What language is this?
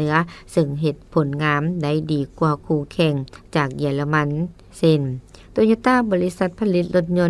Lao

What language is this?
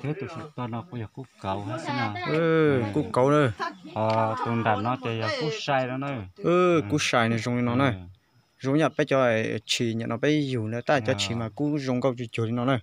Hmong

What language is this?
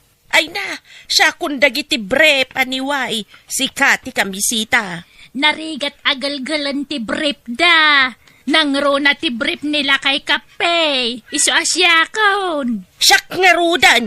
Iloko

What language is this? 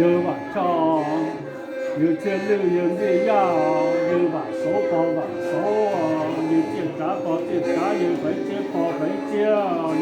Hmong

